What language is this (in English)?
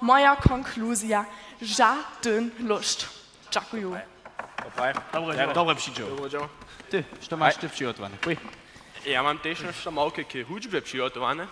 Upper Sorbian